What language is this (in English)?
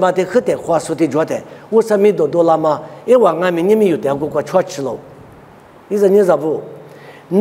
Lisu